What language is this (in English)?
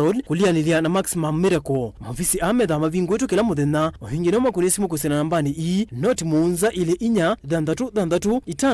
Kamba